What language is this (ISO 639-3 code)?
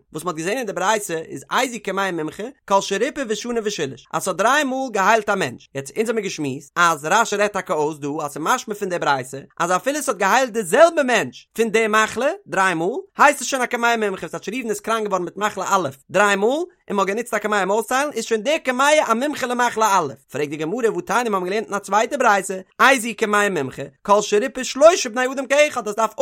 yid